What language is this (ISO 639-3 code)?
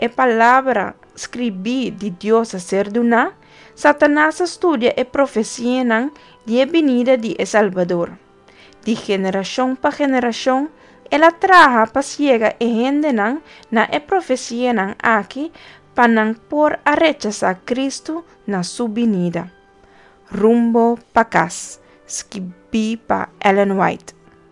pap